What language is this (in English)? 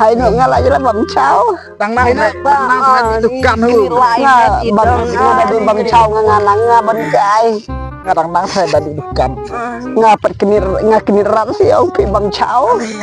Khasi